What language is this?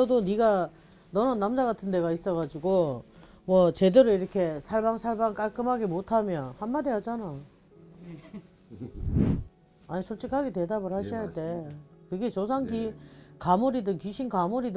Korean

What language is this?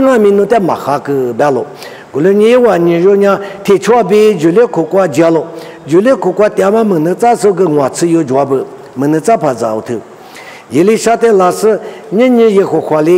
Lisu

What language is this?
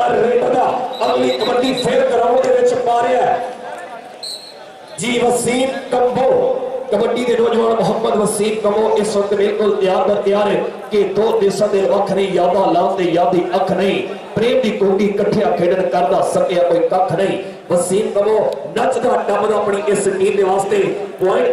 Punjabi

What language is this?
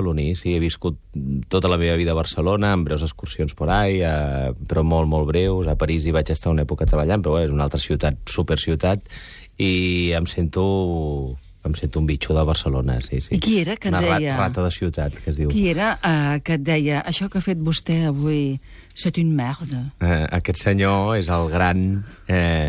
Catalan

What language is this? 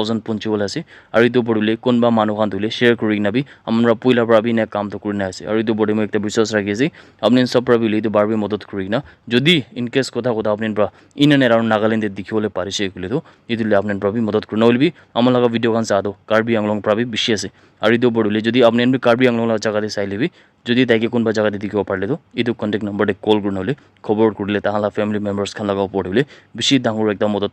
Naga Pidgin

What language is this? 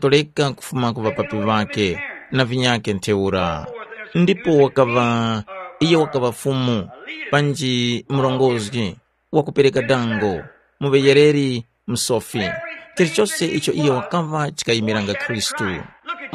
Tumbuka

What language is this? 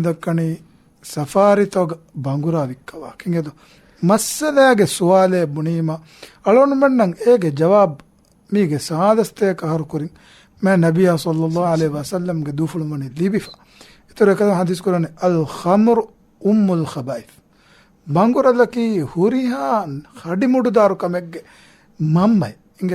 Divehi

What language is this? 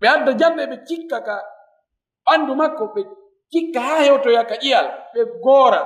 Fula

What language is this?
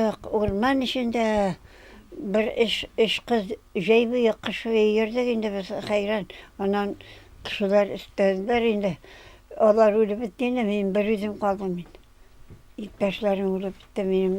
Tatar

